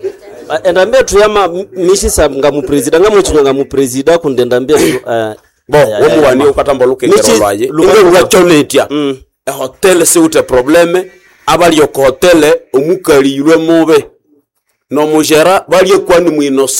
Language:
Nande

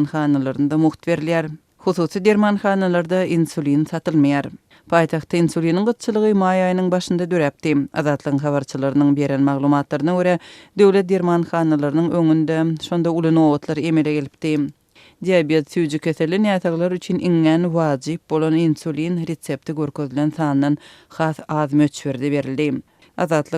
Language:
Turkmen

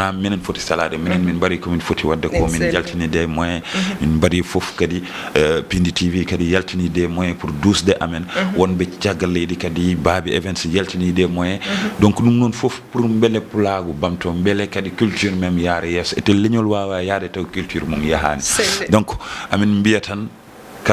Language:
Fula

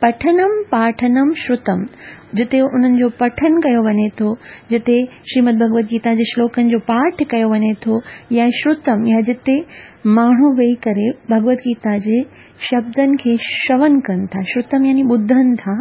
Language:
Sindhi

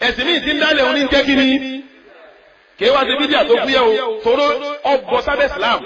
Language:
Yoruba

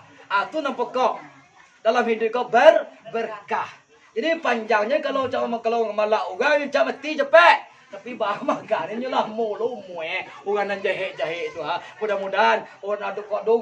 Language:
Minangkabau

